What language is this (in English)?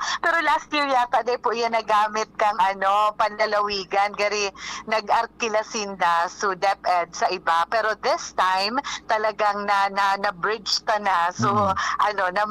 Bikol